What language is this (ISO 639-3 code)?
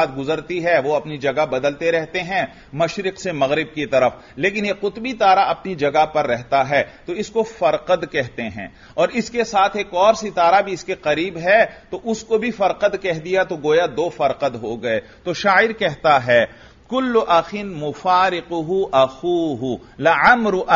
urd